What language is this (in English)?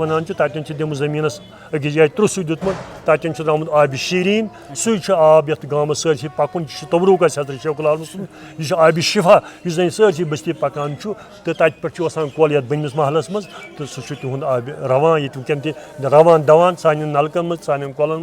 Kashmiri